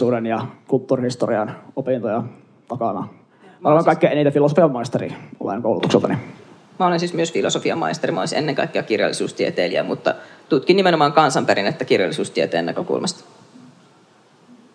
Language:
Finnish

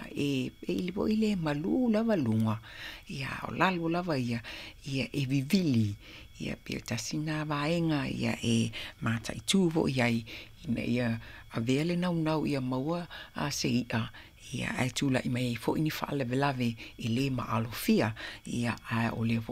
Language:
Samoan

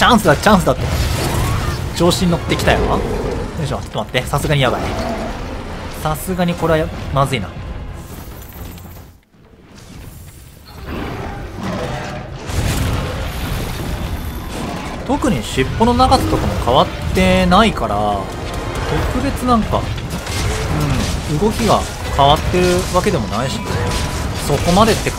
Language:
Japanese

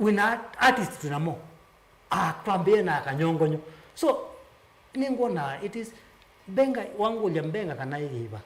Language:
Kamba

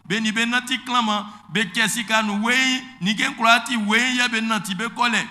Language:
Baoulé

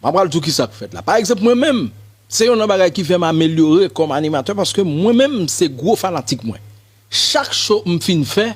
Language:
Haitian Creole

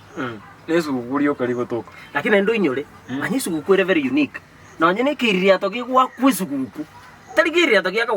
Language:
Gusii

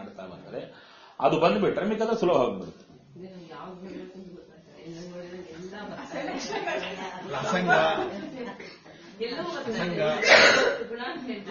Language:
Kannada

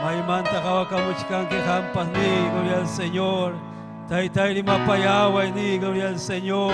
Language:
Ayacucho Quechua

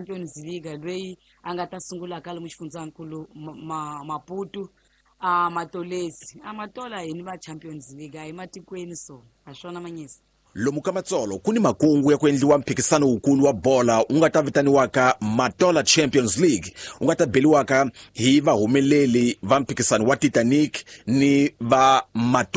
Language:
Tsonga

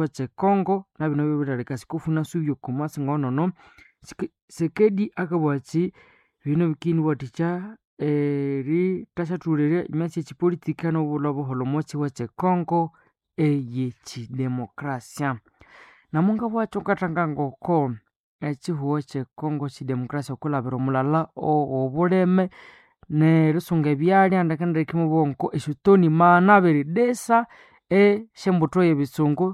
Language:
Nande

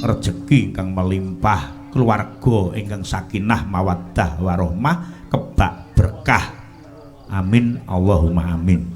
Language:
Javanese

